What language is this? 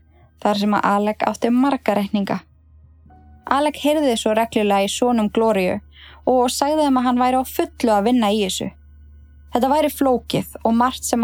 Icelandic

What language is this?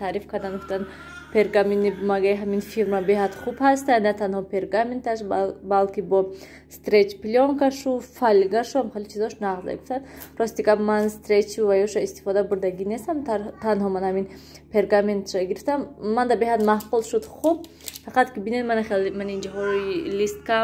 Tajik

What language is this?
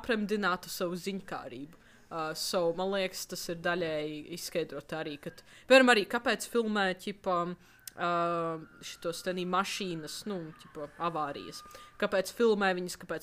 Latvian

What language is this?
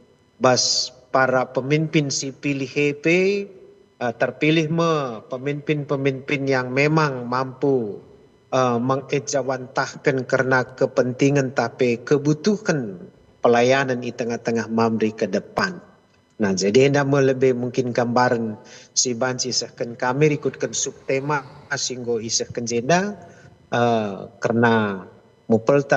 Batak Karo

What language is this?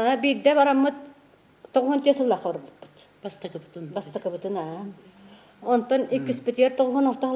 Yakut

